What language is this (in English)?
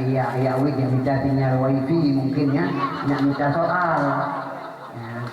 Achinese